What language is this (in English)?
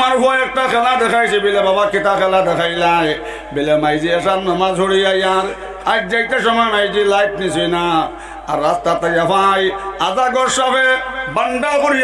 Sylheti